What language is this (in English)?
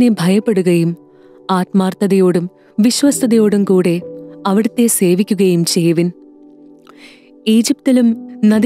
Malayalam